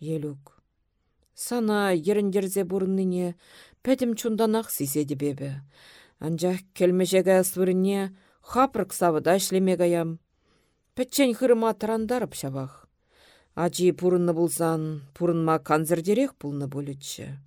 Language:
Chuvash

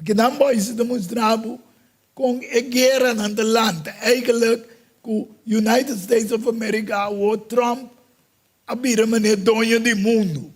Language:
Papiamento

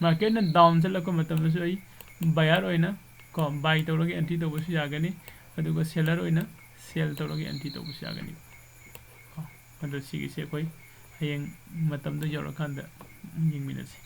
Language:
Manipuri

